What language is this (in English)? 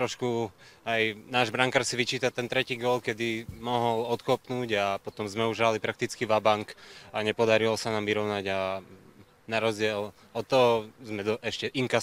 Slovak